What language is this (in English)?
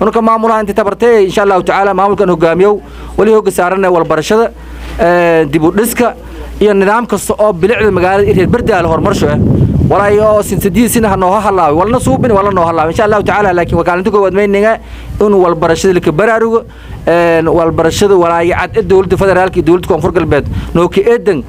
Somali